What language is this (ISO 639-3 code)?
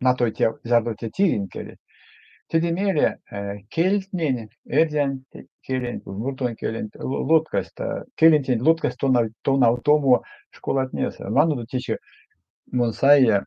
myv